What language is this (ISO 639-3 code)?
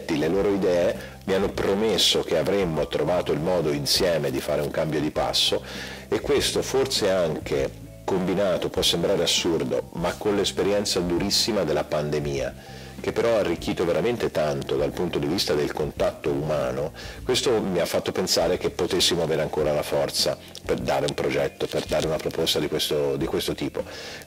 ita